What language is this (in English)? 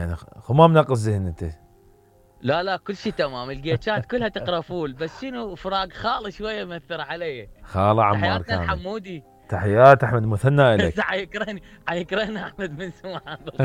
Mesopotamian Arabic